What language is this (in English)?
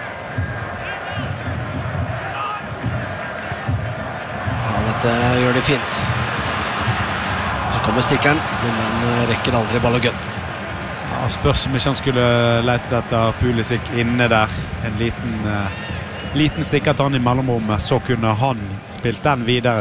Norwegian